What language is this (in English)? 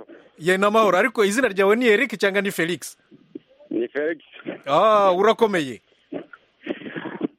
Kinyarwanda